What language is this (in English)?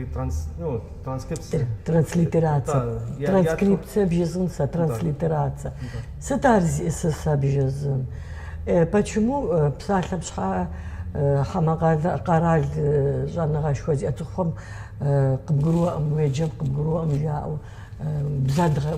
Kabardian